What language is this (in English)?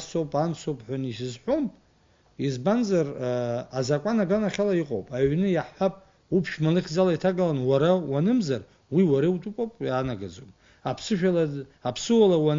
Abkhazian